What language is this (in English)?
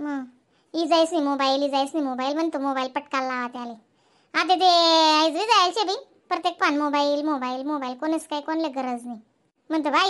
Khandesi